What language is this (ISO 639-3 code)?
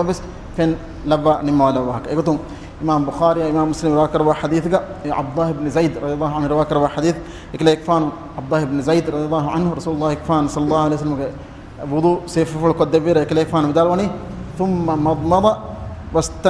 div